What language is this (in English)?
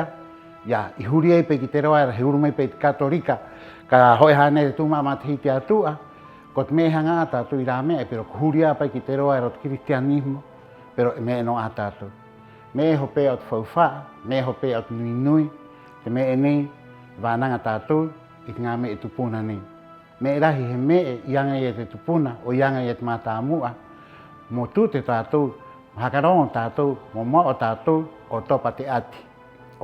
Rapanui